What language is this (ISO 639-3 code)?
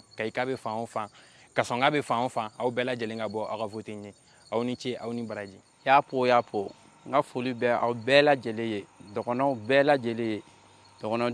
bam